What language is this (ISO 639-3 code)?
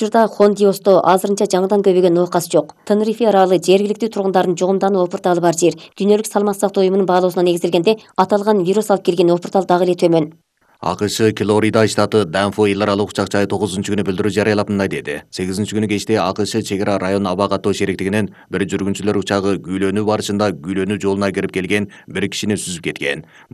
kir